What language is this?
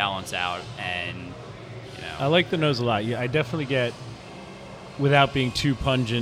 English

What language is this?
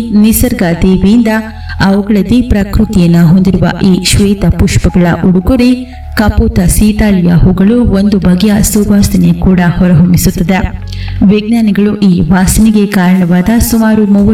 Kannada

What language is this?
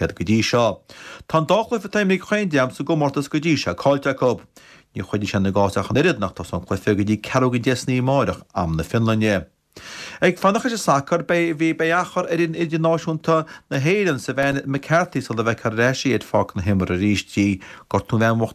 Irish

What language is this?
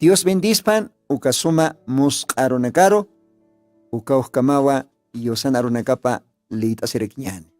Aymara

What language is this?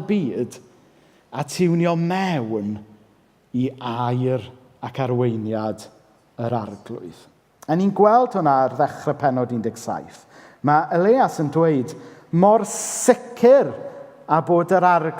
Welsh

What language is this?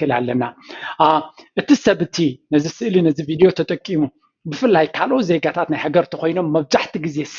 Tigrinya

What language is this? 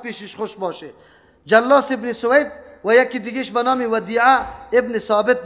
Persian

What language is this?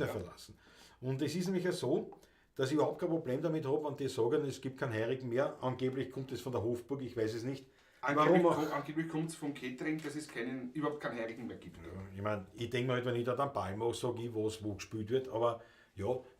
Bavarian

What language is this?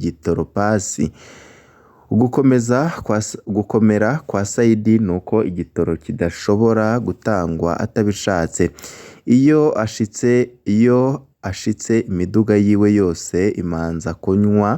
Rundi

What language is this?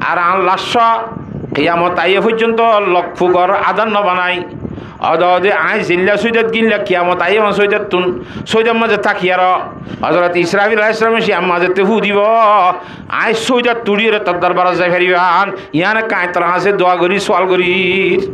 Rohingya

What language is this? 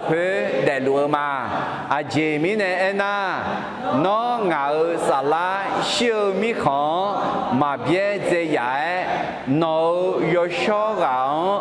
Akha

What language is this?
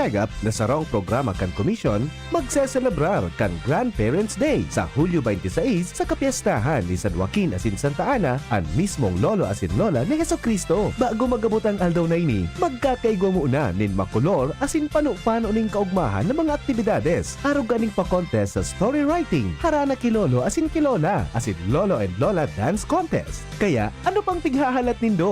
Bikol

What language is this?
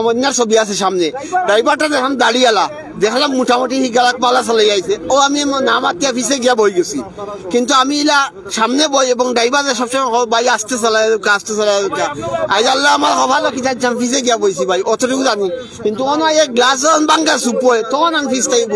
Sylheti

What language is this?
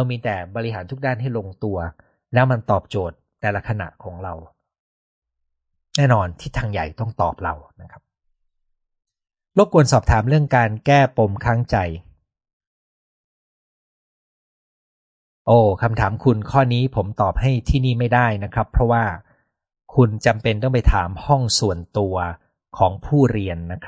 Thai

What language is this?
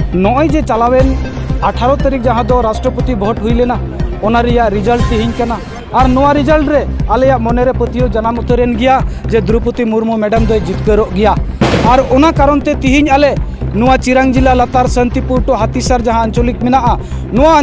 Santali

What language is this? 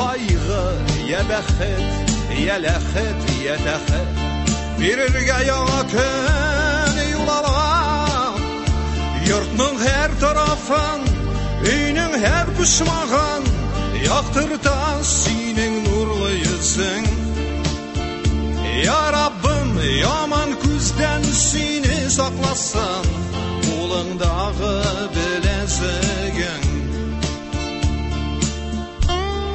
Tatar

